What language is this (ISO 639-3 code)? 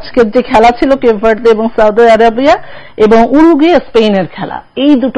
ben